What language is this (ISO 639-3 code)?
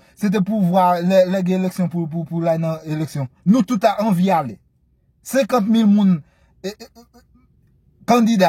hat